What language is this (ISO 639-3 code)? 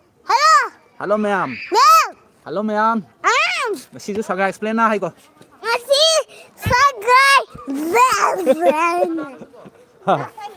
mni